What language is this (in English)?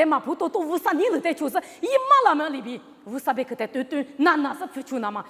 Lisu